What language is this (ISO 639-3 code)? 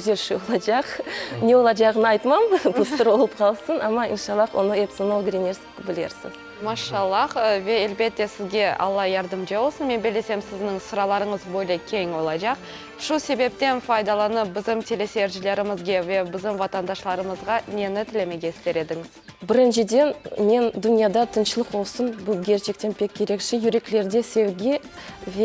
crh